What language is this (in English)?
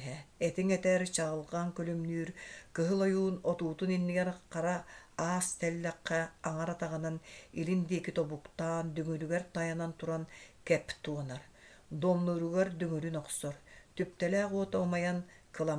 Yakut